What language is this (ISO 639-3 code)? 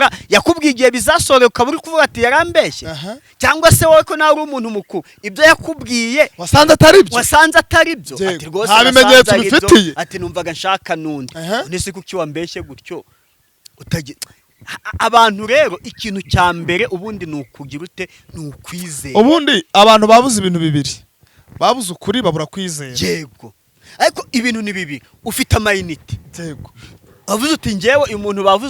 kin